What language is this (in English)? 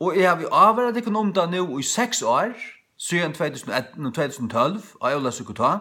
Faroese